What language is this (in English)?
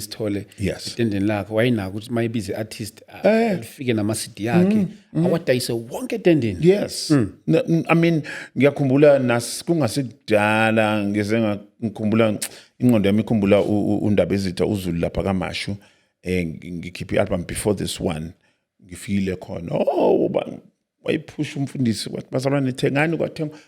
Zulu